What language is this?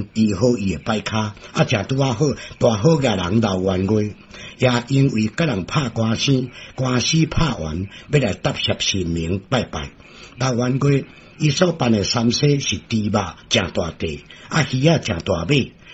Min Nan Chinese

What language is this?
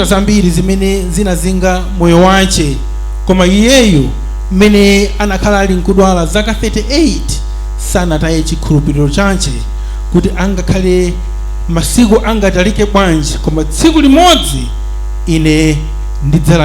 Nyanja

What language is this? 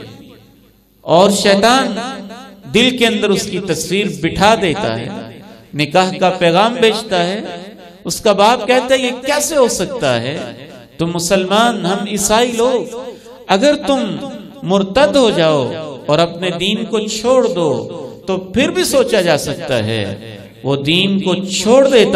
Urdu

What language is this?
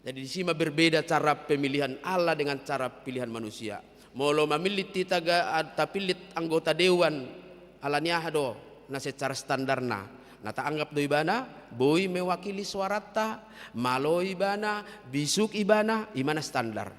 Batak Toba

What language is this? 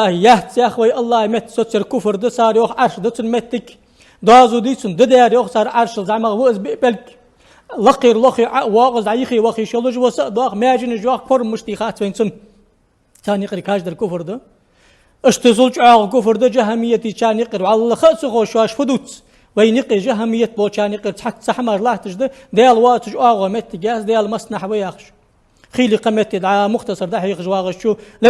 Ingush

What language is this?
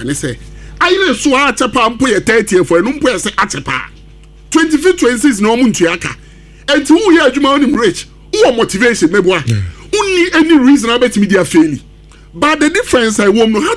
Akan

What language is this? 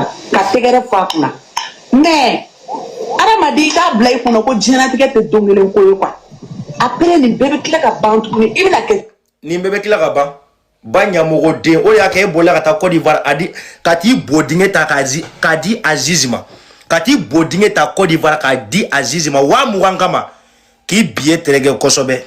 Bambara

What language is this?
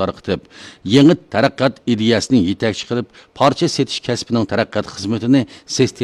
Uyghur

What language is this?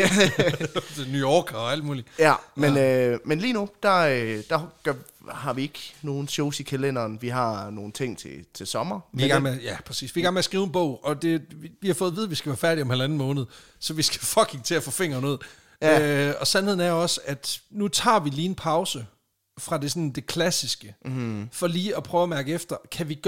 Danish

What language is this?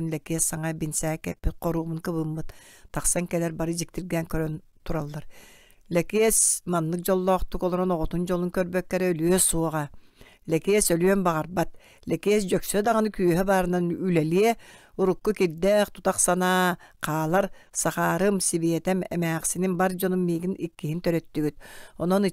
Yakut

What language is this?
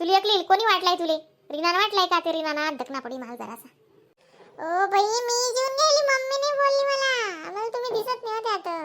Khandesi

